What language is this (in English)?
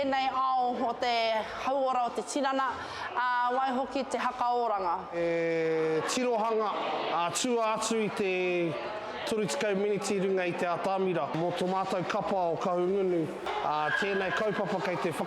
Māori